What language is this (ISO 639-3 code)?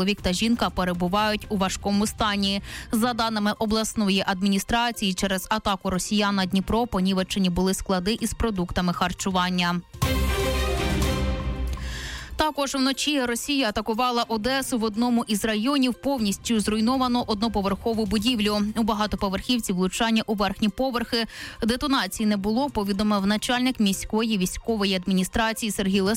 ukr